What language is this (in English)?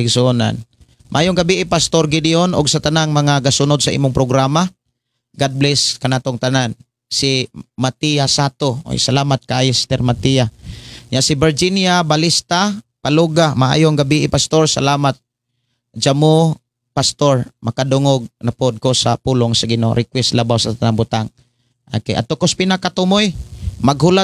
Cebuano